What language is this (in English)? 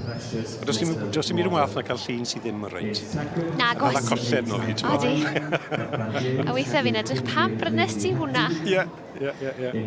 Welsh